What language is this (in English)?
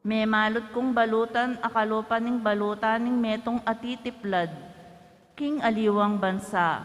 Pampanga